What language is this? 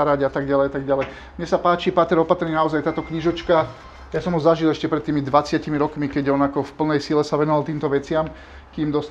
Slovak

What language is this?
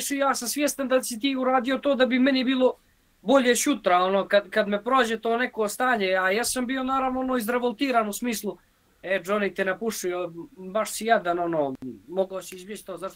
Serbian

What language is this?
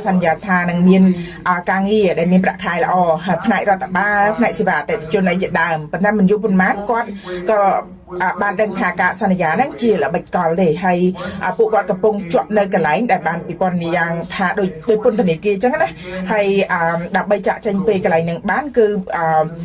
Khmer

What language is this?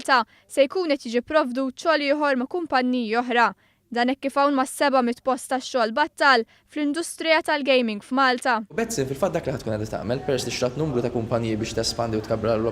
Maltese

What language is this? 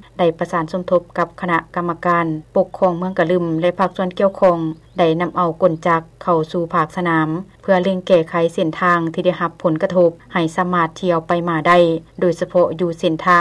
Lao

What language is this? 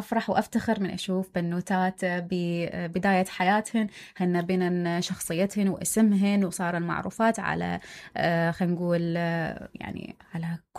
Mesopotamian Arabic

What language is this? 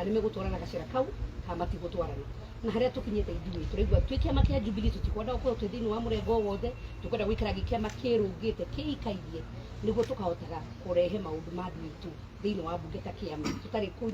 Kikuyu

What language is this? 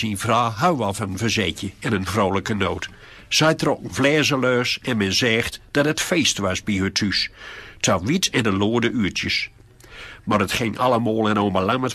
Gronings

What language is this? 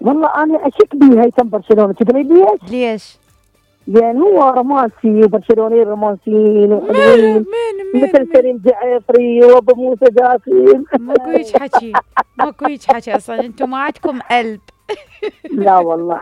Mesopotamian Arabic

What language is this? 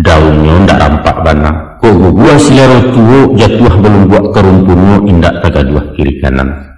Minangkabau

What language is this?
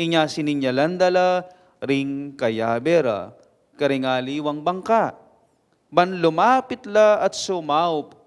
Pampanga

